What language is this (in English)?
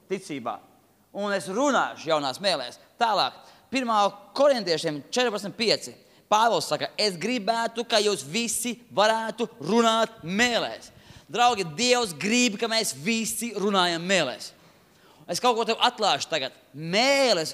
Latvian